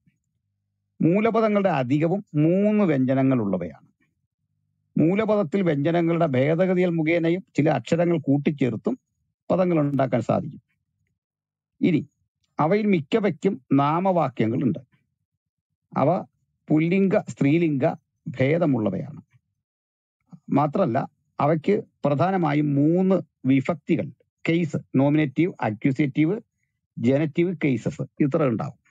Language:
Malayalam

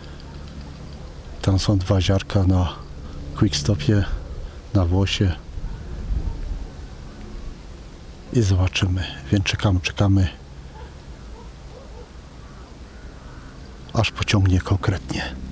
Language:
Polish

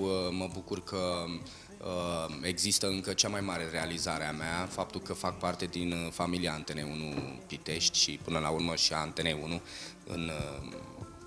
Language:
Romanian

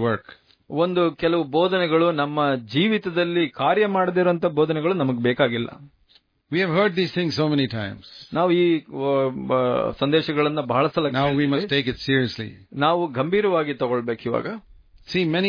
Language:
Kannada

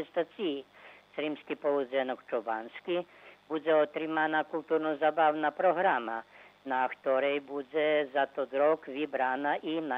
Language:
Rusyn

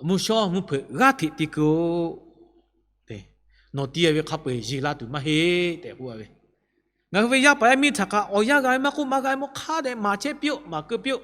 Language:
Lahu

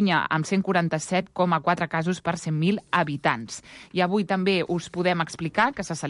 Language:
Catalan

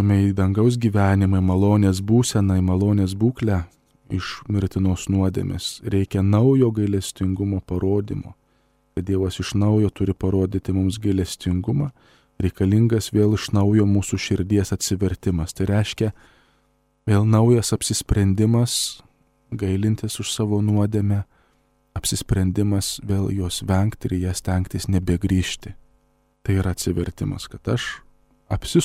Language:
Lithuanian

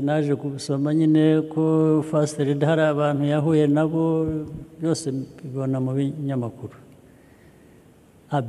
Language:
Kinyarwanda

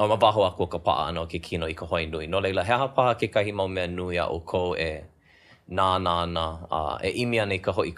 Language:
Hawaiian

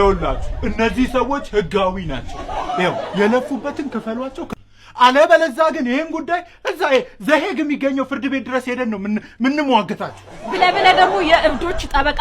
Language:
Amharic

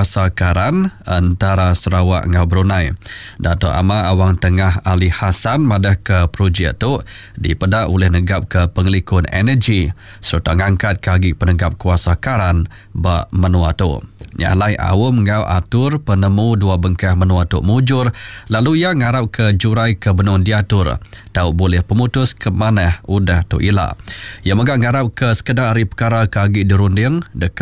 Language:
Iban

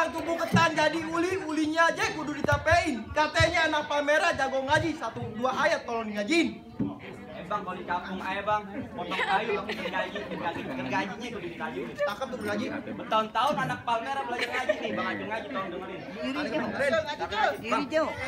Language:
Betawi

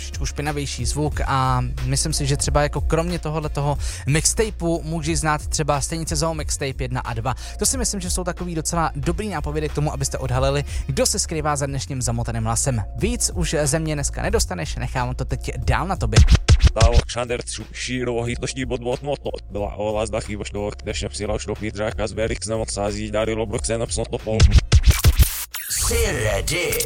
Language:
Czech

